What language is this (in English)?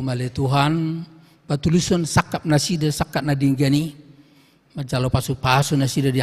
Batak Toba